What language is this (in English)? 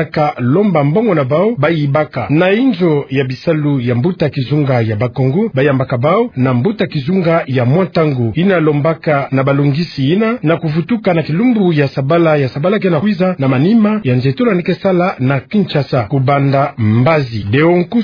Kituba (Democratic Republic of Congo)